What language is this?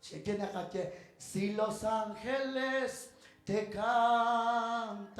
Kekchí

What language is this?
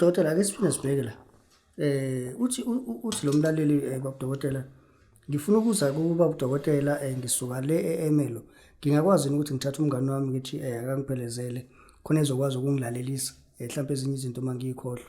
Zulu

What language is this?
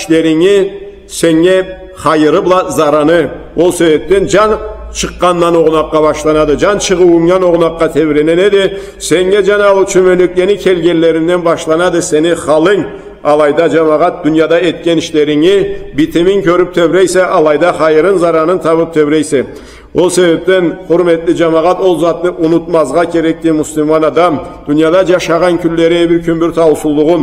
Karachay-Balkar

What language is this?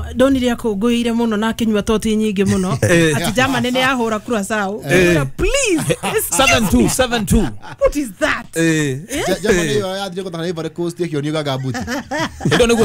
Kikuyu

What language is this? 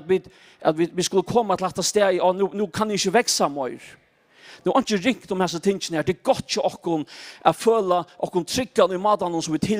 Faroese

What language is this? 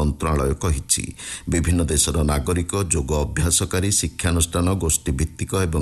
Odia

